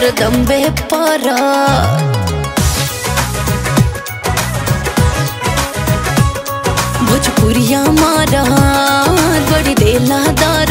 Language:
Bhojpuri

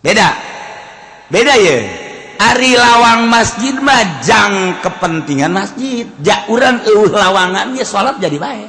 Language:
Sundanese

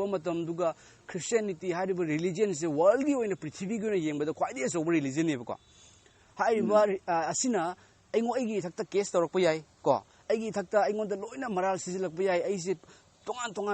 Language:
Manipuri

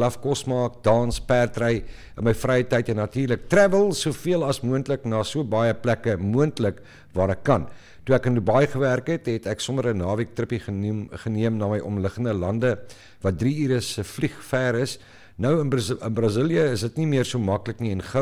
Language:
Afrikaans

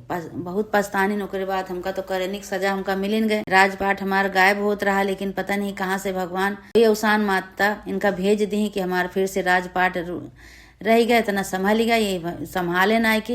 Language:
Awadhi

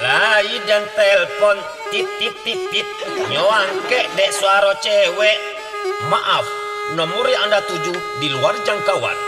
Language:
Minangkabau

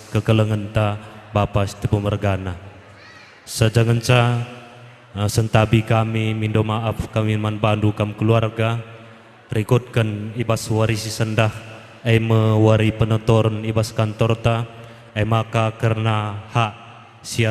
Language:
Batak Karo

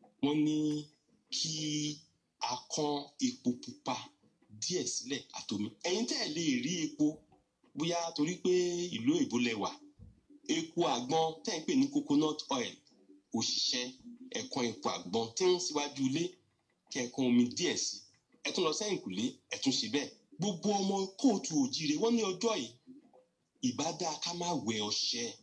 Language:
Yoruba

